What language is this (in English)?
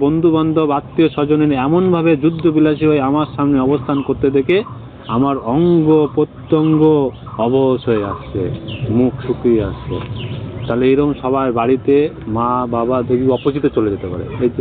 Bangla